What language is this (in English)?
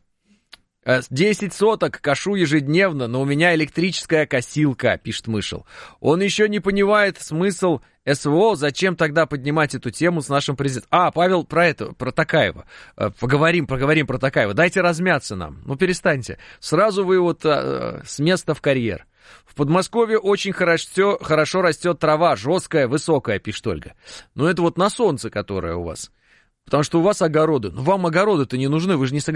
Russian